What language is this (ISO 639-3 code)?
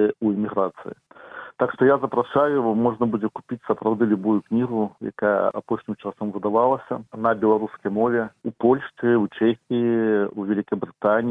bel